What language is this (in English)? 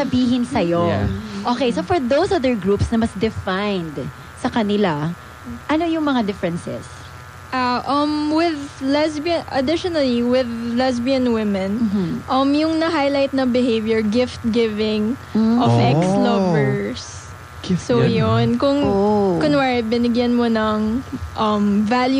Filipino